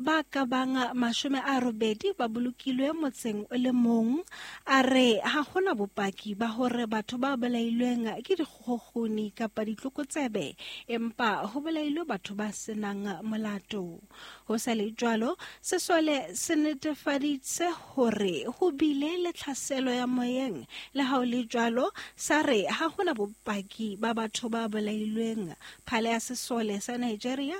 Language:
Southern Sotho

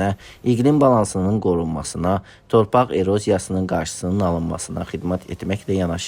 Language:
Azerbaijani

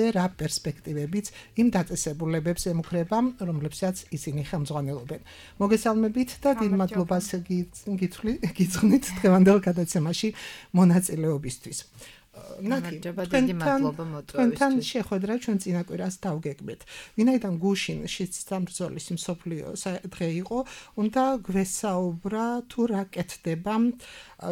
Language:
Georgian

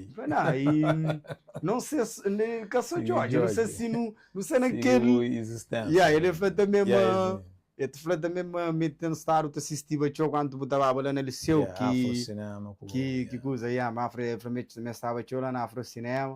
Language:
Kabuverdianu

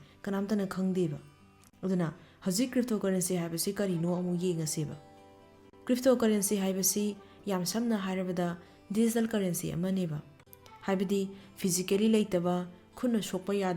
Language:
Manipuri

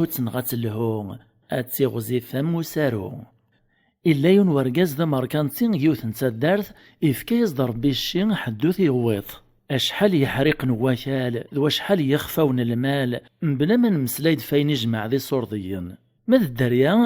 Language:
Kabyle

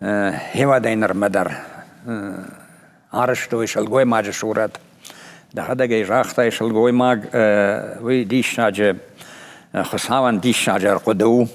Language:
Ossetic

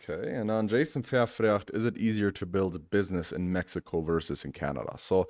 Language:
Plautdietsch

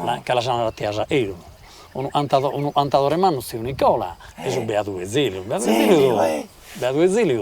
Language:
Sardinian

